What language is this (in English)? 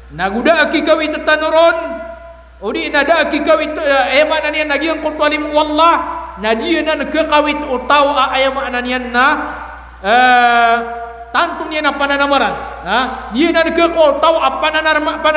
Maranao